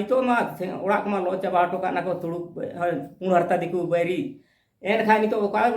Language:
Santali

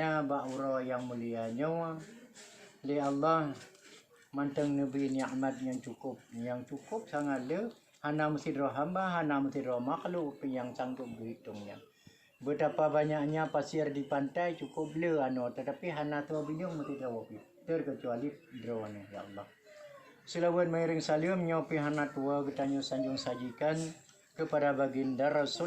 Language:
Achinese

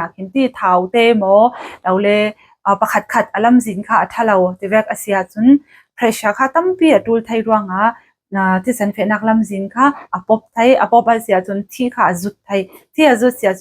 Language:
Falam Chin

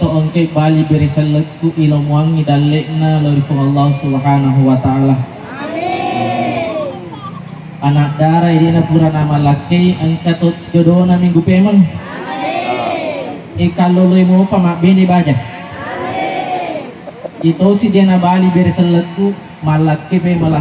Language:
Buginese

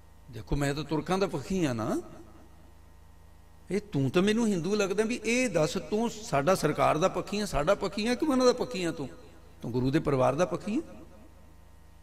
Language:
Punjabi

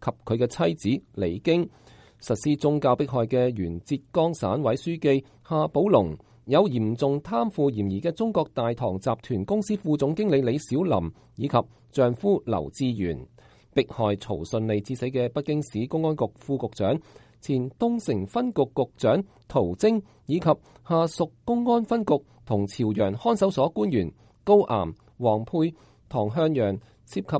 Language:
Cantonese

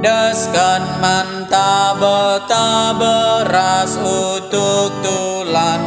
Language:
Batak Karo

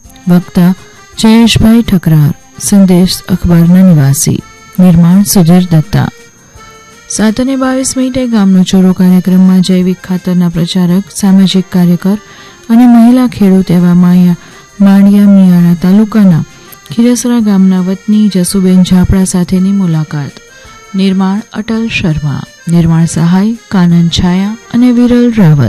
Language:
Gujarati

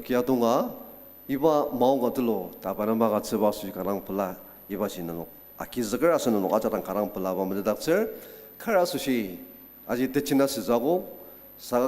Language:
Ao Naga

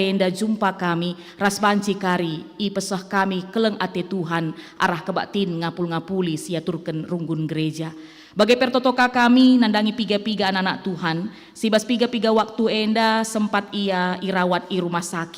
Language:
Batak Karo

